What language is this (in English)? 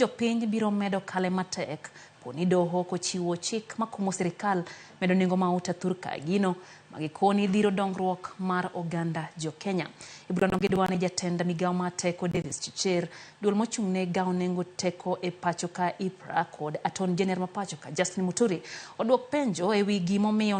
Luo (Kenya and Tanzania)